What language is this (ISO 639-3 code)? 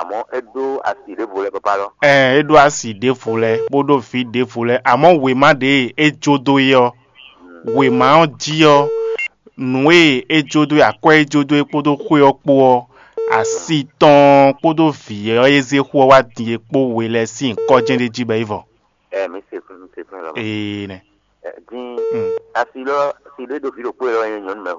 fon